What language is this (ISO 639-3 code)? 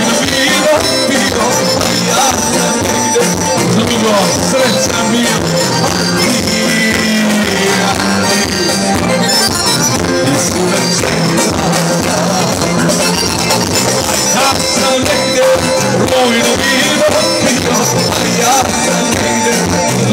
hrv